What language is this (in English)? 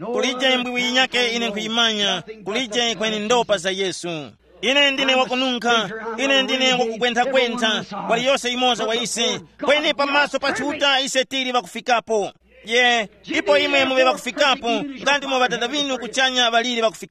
Tumbuka